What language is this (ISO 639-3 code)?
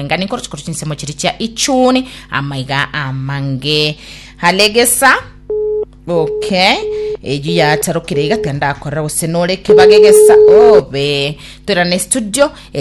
guz